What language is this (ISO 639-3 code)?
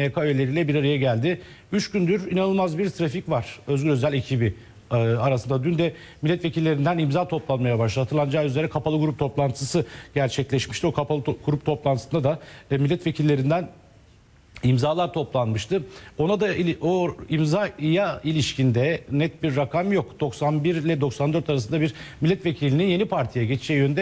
tur